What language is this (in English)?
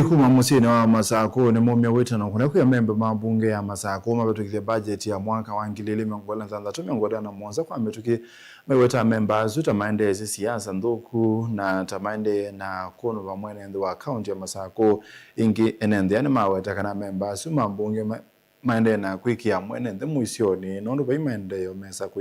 Kamba